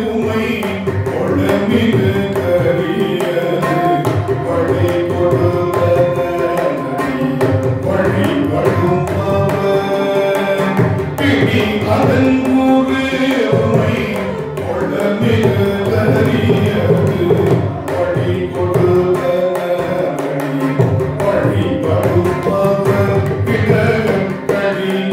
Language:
Tamil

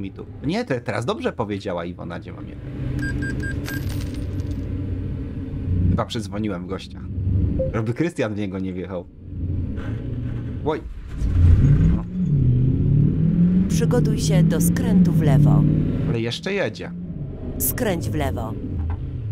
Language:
Polish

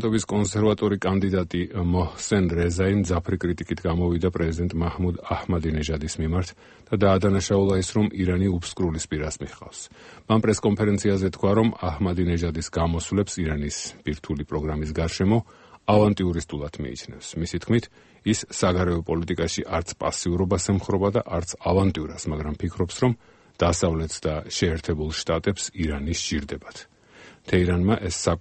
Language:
Georgian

